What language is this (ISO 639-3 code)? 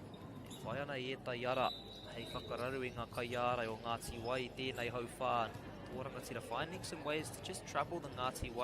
mri